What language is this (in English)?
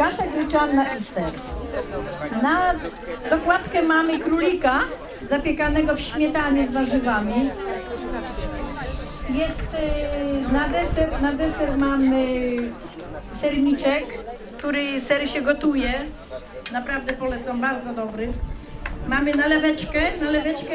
Polish